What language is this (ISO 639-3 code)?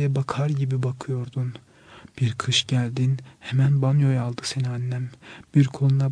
tur